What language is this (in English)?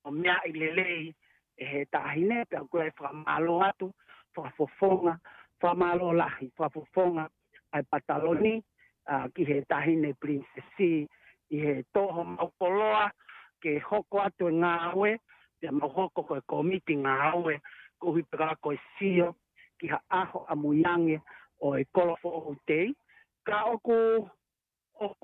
Tongan